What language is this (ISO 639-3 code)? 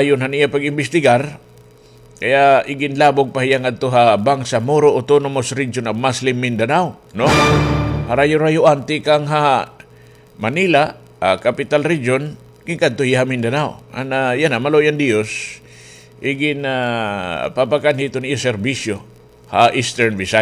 war